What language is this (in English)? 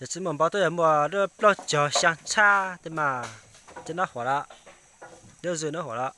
Hmong